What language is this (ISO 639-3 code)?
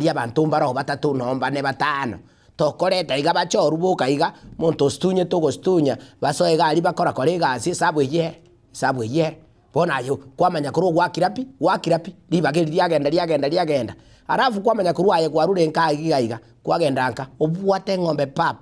guz